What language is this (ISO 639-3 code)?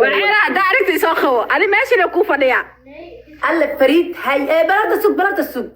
som